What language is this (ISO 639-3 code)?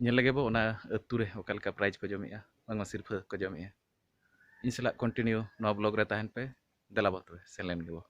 sat